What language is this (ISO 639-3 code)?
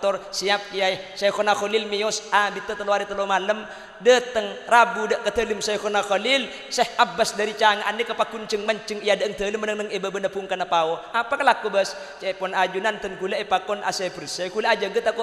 mad